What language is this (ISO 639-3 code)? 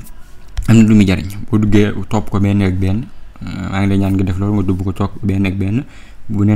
wol